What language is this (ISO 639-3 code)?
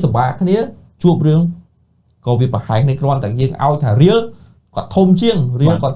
khm